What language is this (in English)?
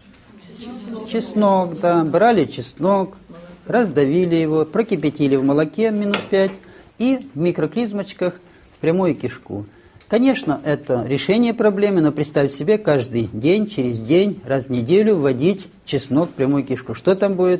Russian